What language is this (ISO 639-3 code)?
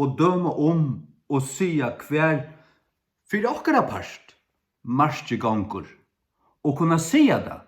fao